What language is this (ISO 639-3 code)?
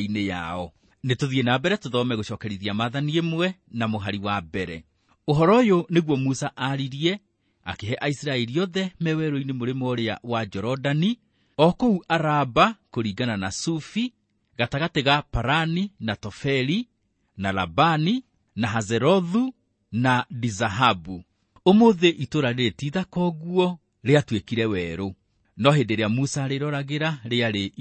kik